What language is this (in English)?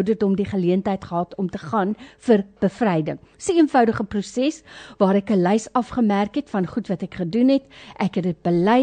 Afrikaans